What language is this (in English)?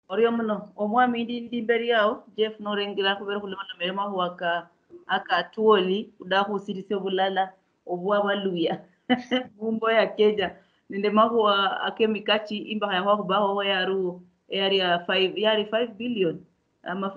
Luyia